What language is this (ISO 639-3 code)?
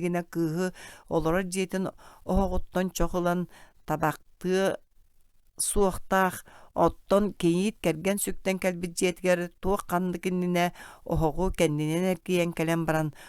sah